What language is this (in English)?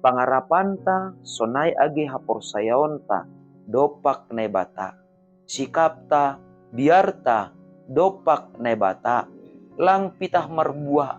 Batak Simalungun